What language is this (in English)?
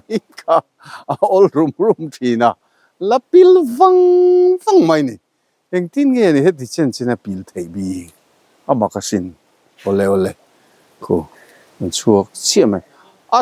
Mizo